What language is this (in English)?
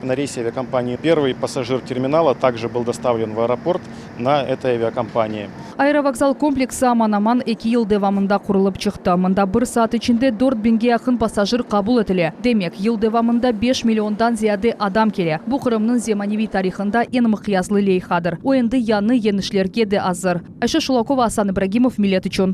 Crimean Tatar